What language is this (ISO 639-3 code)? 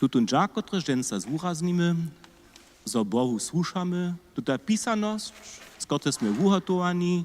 hsb